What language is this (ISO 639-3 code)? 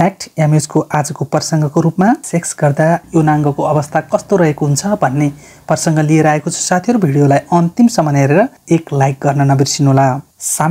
nep